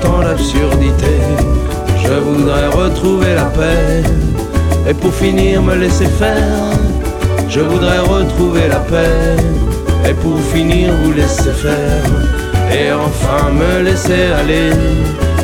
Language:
French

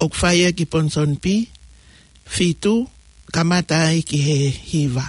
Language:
Tongan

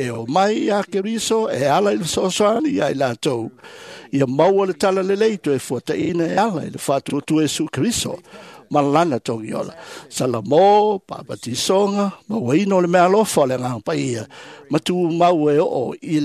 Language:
Samoan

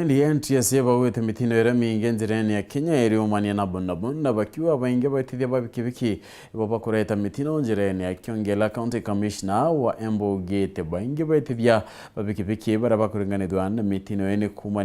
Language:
Meru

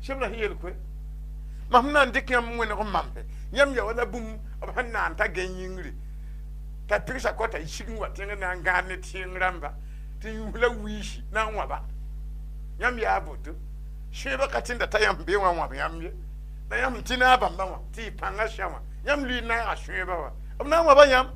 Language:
Mossi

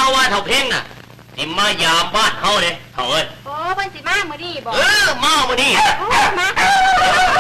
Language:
Northeastern Thai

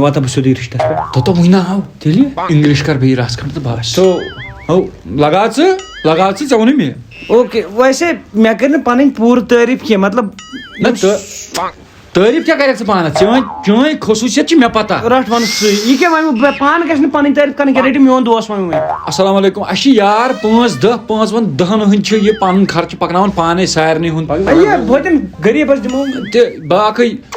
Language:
Kashmiri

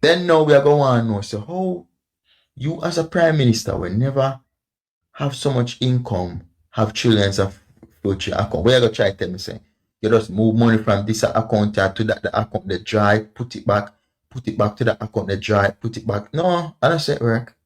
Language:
Jamaican Creole English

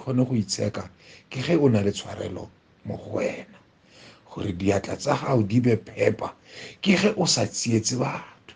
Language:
Tswana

